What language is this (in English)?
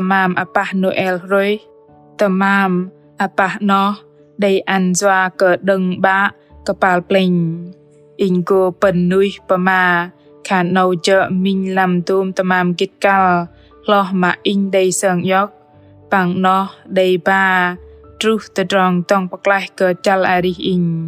Bahnar